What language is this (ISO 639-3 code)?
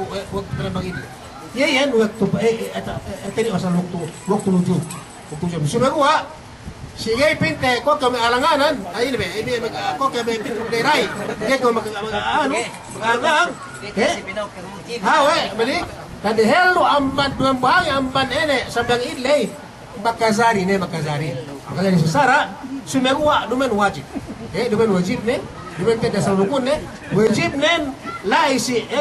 yka